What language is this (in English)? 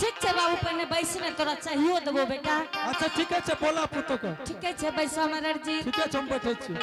Angika